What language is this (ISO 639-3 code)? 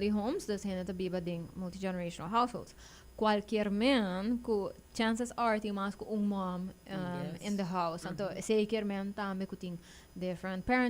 pap